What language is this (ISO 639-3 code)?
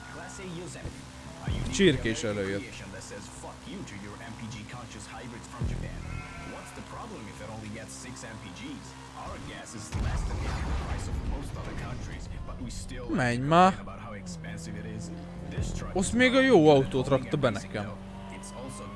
hun